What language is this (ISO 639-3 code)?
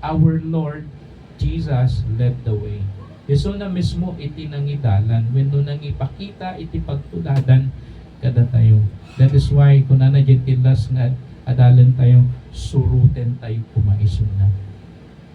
ilo